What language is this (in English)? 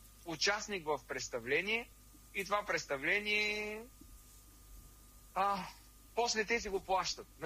Bulgarian